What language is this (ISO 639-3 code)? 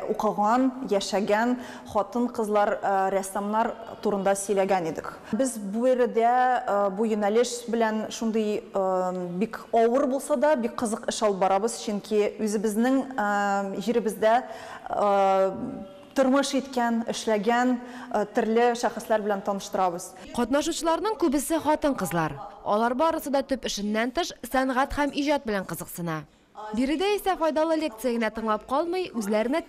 tat